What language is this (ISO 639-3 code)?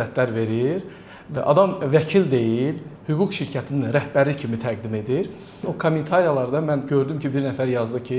aze